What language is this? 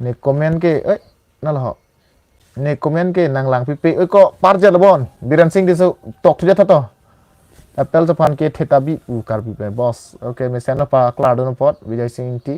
Karbi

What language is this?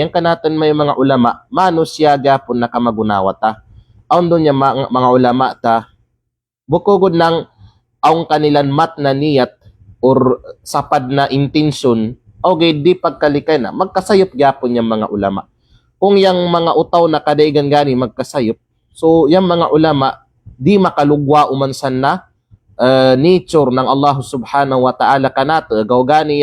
Kalagan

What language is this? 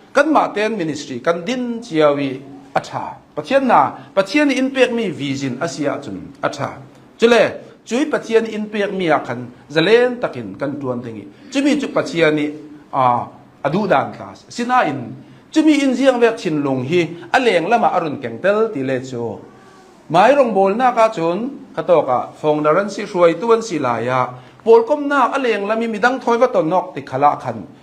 Hakha Chin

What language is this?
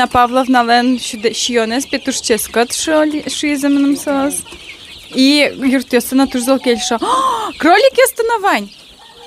Udmurt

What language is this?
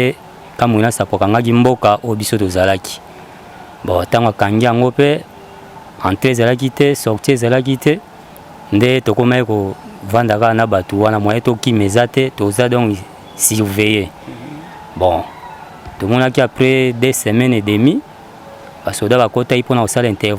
Lingala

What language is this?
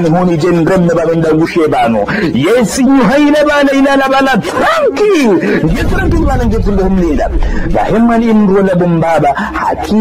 Ngazidja Comorian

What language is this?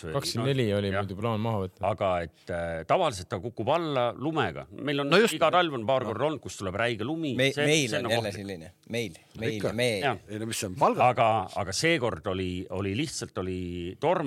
Estonian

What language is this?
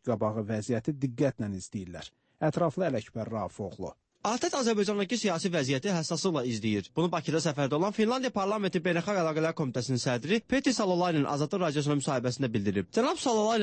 Azerbaijani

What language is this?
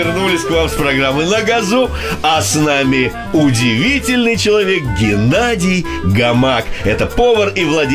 Russian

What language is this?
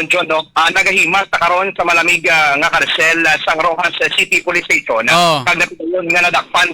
Hiligaynon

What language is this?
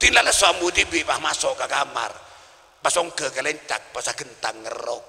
Madurese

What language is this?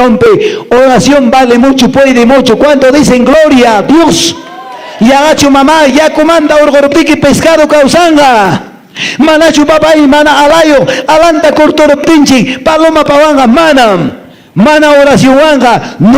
Quechua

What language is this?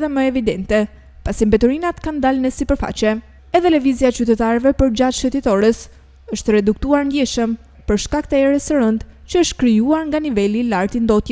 Albanian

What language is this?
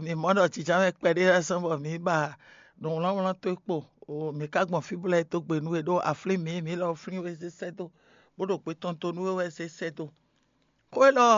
Fon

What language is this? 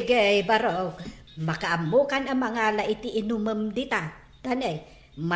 Iloko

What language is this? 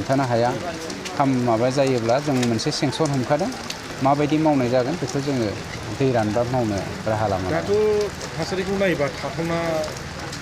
Bodo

